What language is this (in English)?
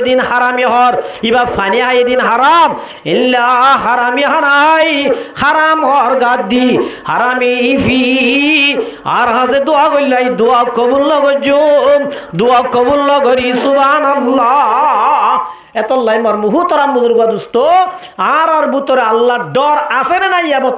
Rohingya